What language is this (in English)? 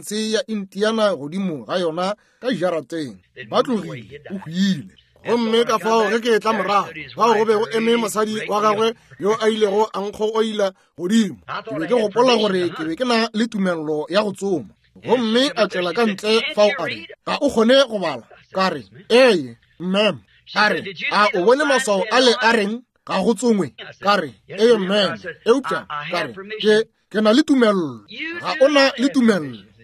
Northern Sotho